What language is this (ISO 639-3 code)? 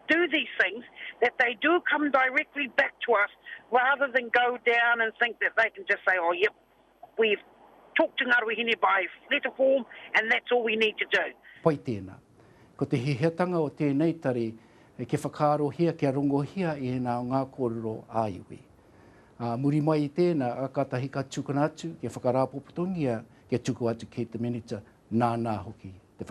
mri